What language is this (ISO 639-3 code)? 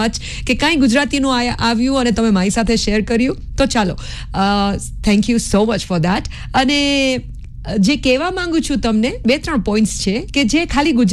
guj